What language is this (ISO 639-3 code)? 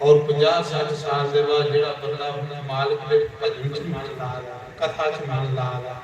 doi